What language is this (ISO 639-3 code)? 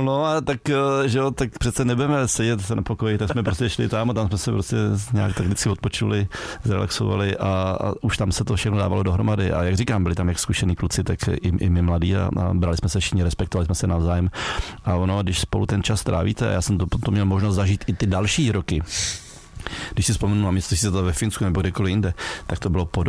ces